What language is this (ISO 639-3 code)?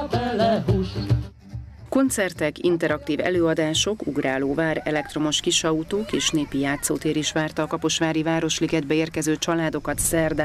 hun